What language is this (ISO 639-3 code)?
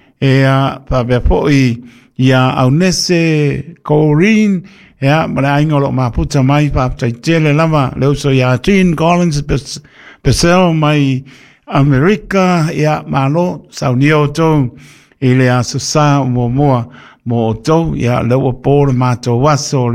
smo